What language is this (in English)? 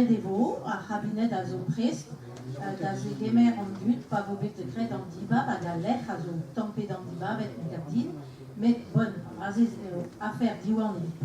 Breton